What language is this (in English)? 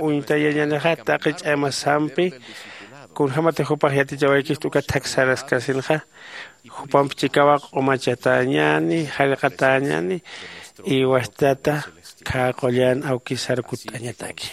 Aymara